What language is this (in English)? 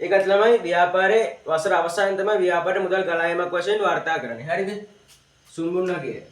Sinhala